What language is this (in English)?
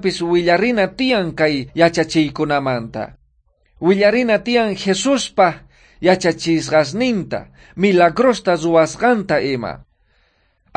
South Bolivian Quechua